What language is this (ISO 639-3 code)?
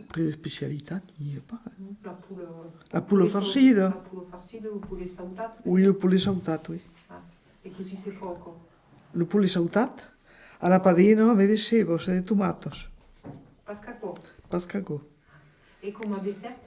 oci